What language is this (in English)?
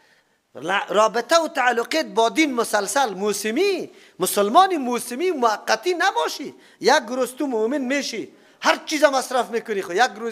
Persian